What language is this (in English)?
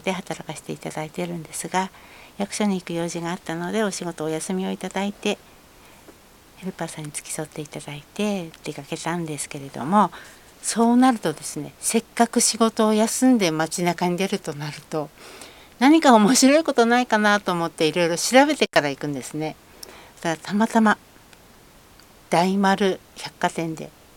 Japanese